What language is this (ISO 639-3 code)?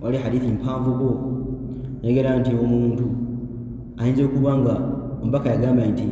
lug